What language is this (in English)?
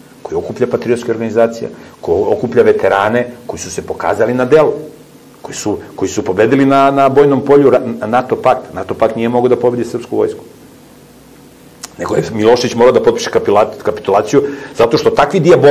Serbian